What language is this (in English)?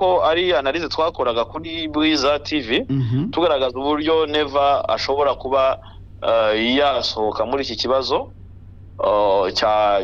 Kinyarwanda